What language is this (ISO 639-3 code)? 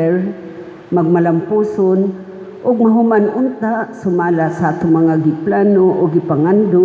ceb